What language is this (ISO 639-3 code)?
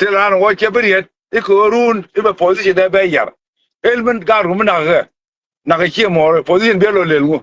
nus